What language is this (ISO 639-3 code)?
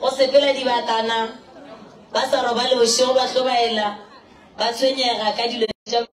nso